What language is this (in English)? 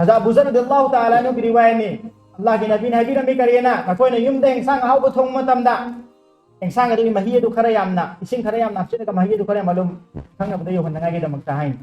Manipuri